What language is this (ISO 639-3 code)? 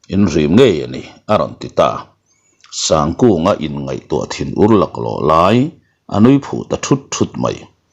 lus